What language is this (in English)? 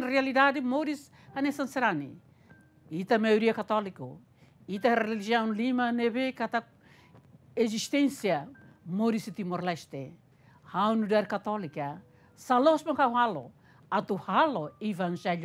Tetum